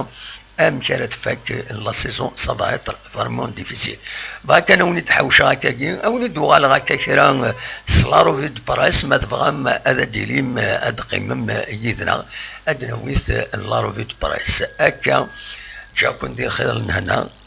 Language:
Kabyle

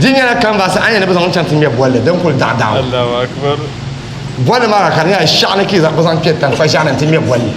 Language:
Dagbani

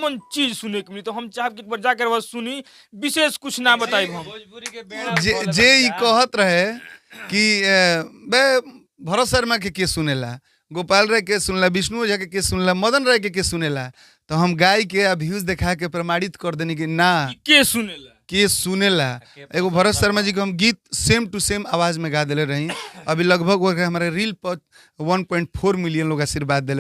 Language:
Bhojpuri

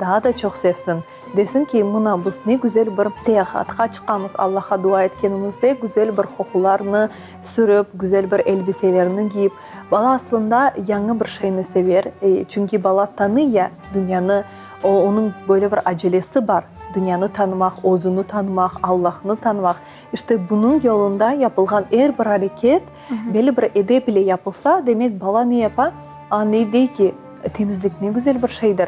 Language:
Crimean Tatar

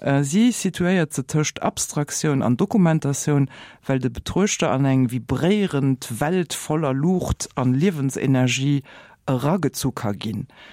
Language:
Luxembourgish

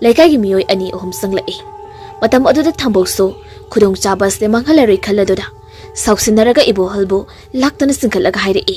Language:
Manipuri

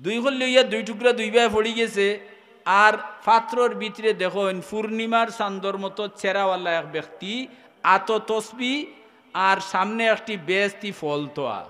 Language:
Sylheti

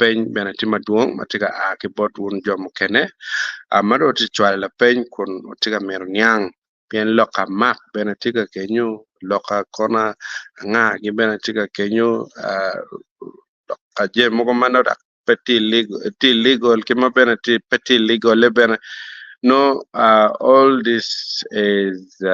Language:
Acoli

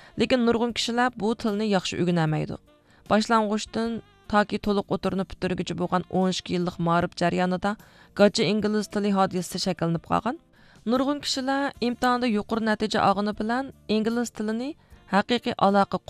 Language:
Uyghur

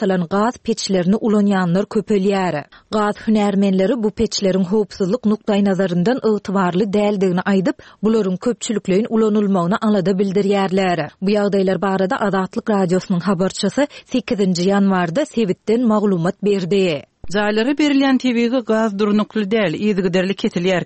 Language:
Turkmen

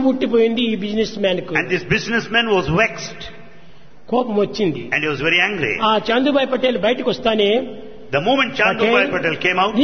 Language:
Telugu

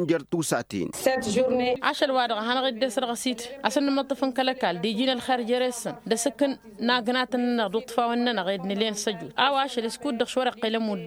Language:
Tamasheq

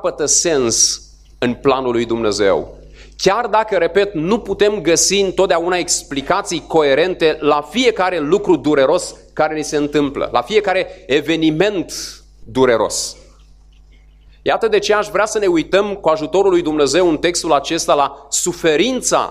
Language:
Romanian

